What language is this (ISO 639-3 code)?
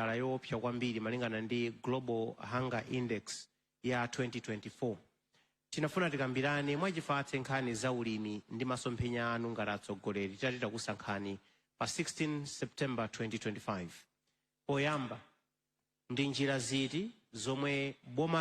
nya